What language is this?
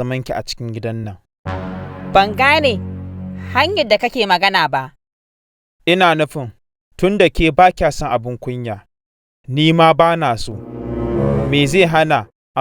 Hausa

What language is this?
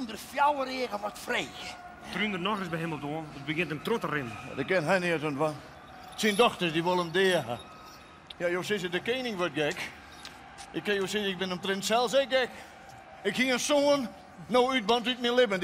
Western Frisian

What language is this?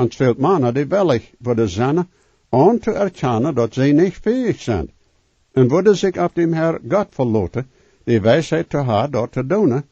Plautdietsch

